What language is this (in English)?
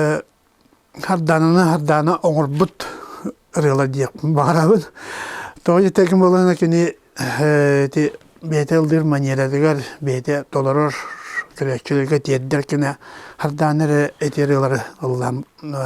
Yakut